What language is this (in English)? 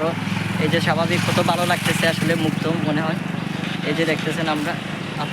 Sylheti